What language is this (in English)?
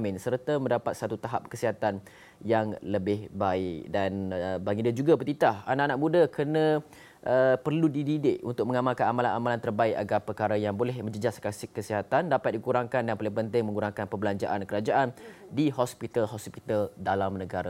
Malay